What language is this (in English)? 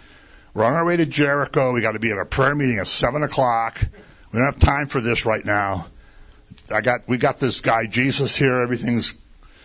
English